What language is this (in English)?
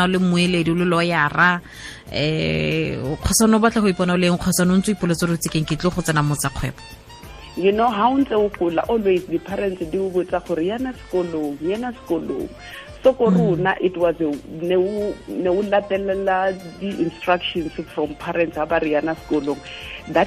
Tswana